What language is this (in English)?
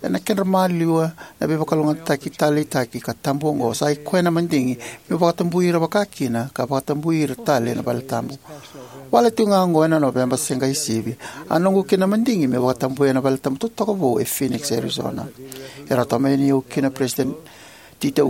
Fijian